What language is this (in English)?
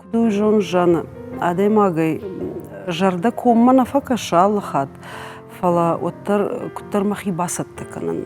Ossetic